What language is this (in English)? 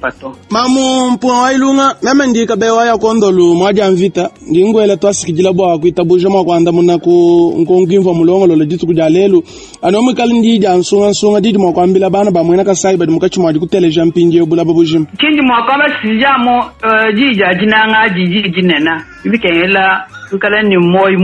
Luba-Lulua